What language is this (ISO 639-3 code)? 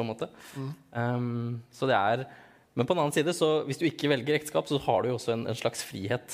nor